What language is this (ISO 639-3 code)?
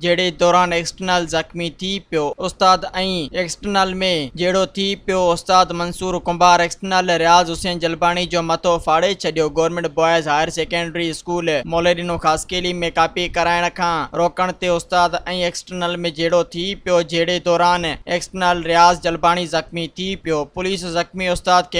snd